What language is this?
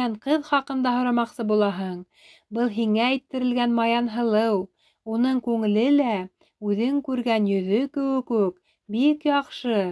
Bashkir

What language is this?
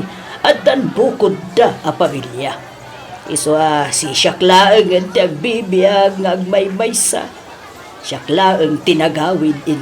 Iloko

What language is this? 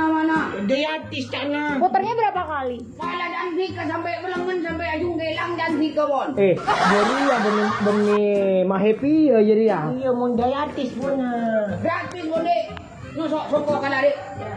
Madurese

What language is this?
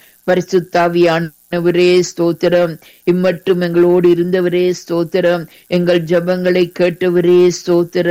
Tamil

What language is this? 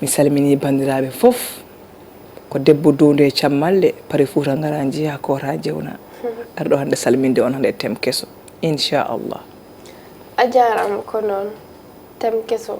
Fula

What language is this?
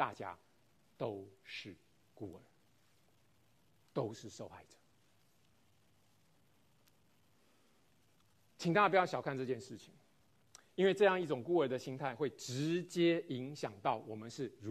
Chinese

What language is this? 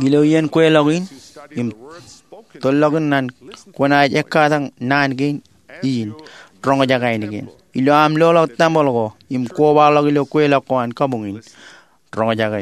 Marshallese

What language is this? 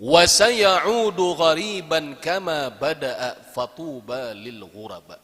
Banjar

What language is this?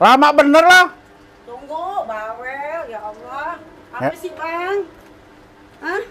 Betawi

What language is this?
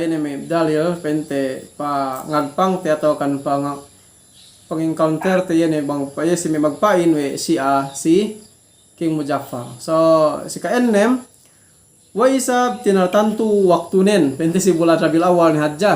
Yakan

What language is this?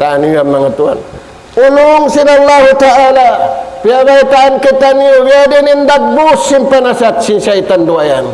Tausug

